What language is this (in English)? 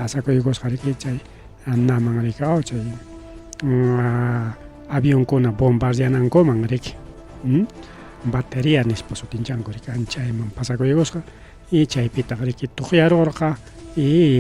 Ayacucho Quechua